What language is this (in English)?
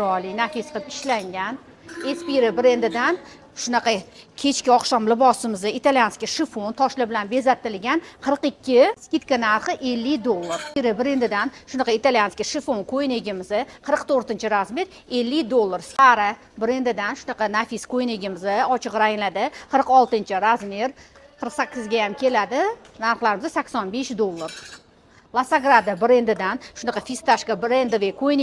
Uzbek